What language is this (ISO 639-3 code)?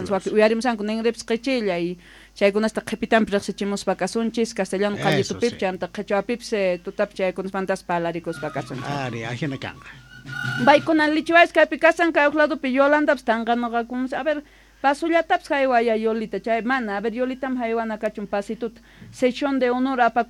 quh